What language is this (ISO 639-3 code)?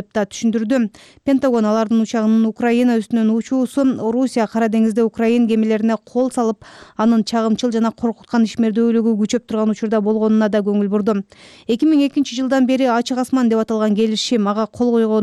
kir